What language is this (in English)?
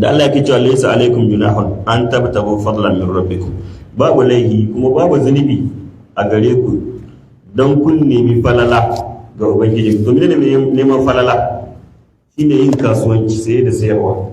Hausa